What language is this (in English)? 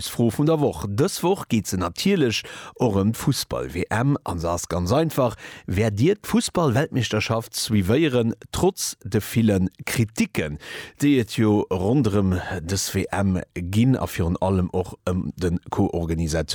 Luxembourgish